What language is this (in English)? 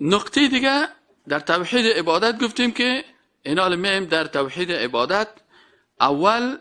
Persian